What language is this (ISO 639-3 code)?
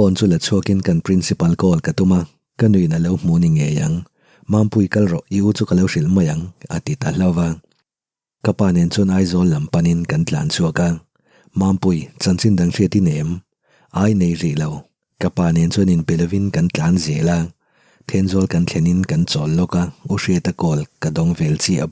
lus